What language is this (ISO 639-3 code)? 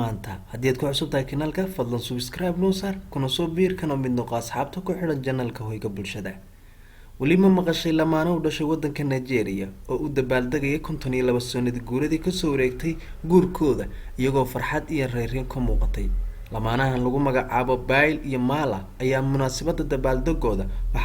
som